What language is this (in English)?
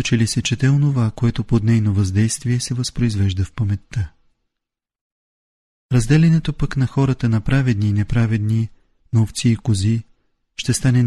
Bulgarian